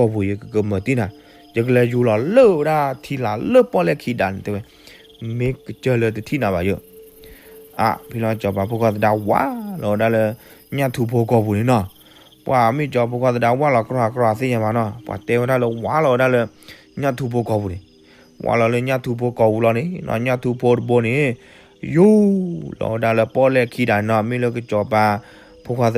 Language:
S'gaw Karen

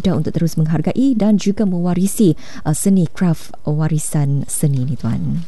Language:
Malay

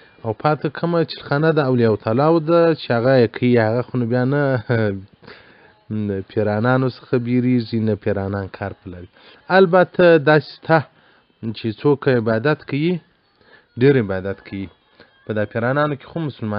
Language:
Pashto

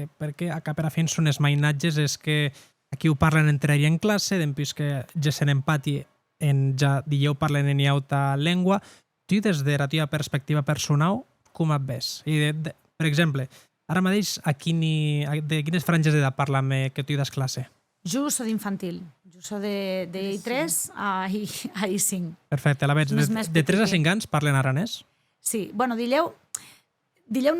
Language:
Occitan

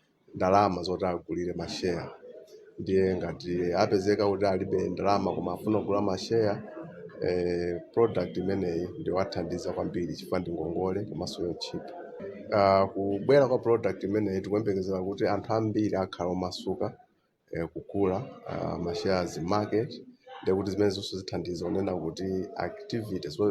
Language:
Nyanja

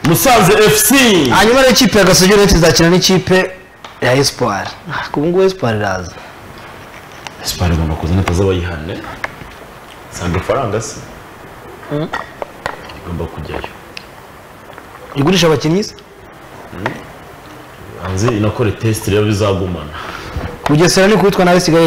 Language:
Kinyarwanda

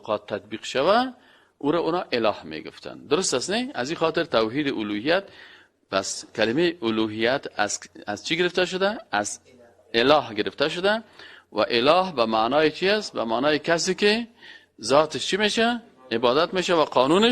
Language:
Persian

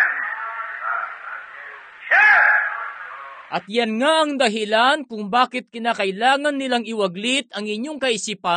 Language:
Filipino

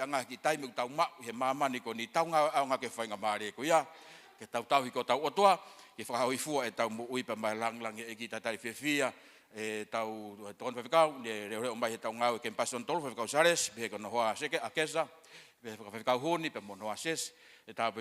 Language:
Tongan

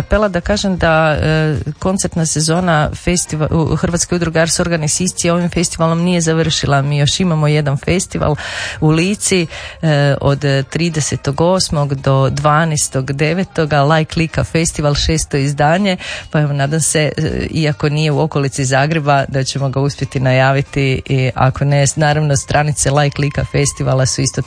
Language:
Croatian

